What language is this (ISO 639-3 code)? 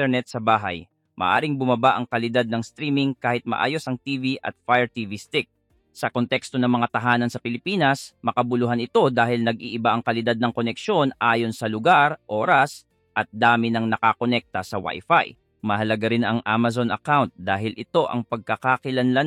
fil